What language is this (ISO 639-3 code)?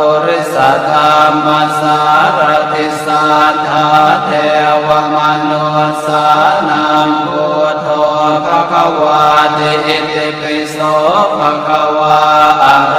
pli